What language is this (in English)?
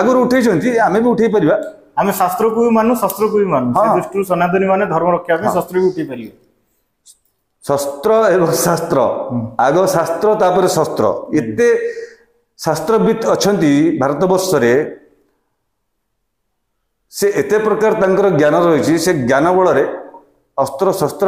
Odia